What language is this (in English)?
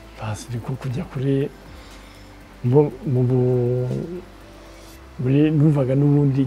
Kinyarwanda